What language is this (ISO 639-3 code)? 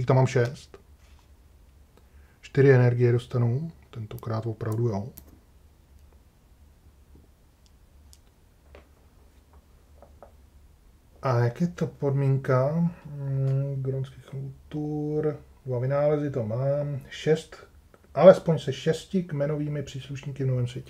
ces